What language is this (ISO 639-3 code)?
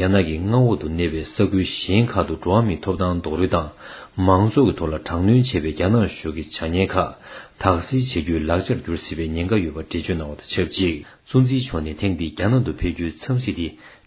bod